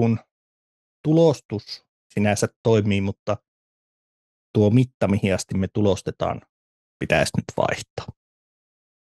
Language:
Finnish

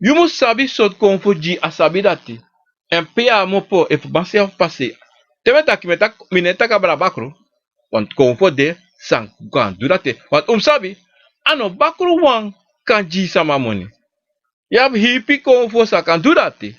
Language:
Sranan Tongo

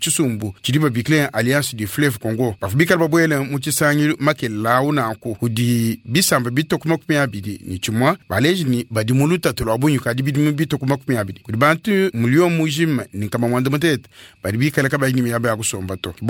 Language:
Luba-Lulua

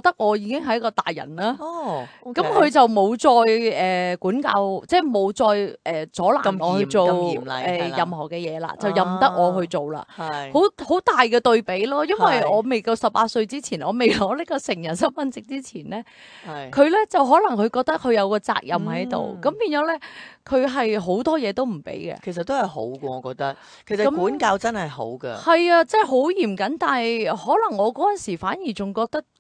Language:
Cantonese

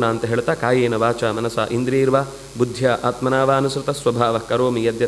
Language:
Kannada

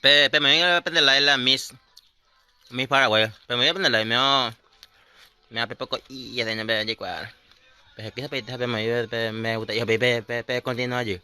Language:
Guarani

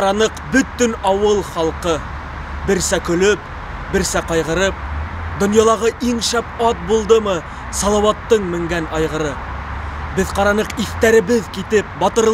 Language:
Bashkir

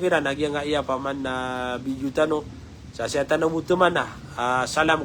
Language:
Maranao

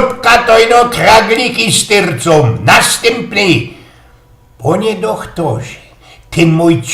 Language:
Silesian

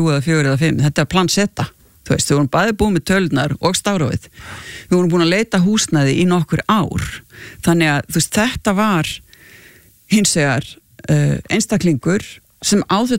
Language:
Icelandic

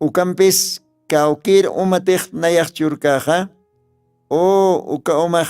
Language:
Aymara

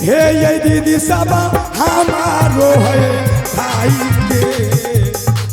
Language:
Maithili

